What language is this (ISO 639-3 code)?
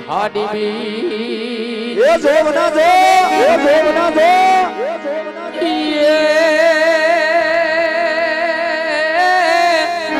guj